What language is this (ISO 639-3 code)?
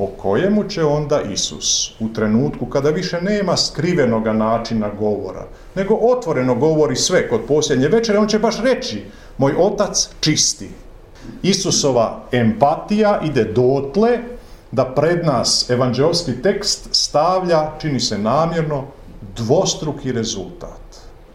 hrv